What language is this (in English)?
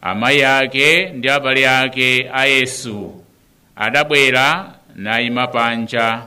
Nyanja